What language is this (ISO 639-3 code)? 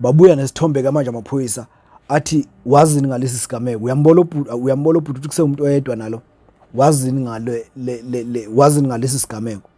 zul